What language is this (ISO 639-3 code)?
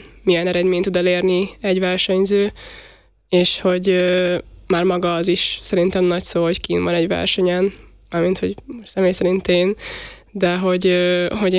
hun